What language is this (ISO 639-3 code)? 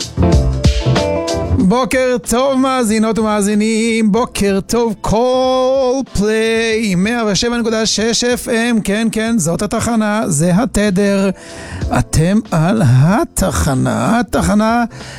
heb